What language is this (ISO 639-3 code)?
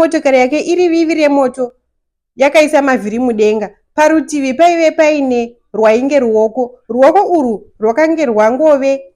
sna